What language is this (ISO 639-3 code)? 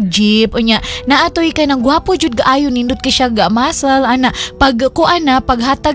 ceb